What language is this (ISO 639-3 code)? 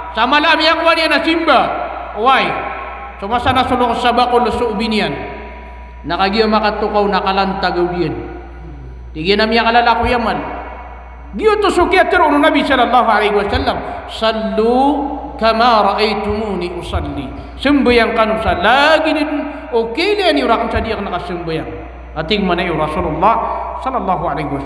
mrw